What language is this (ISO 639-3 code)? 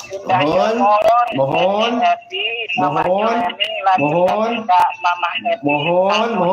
sun